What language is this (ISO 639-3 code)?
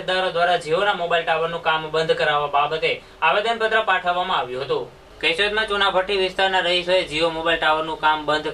guj